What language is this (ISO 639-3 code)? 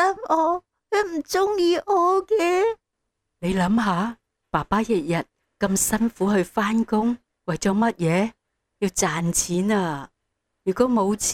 yue